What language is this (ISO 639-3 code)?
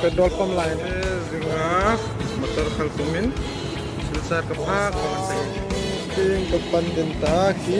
hmr